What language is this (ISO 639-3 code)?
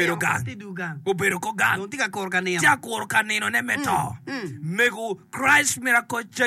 ach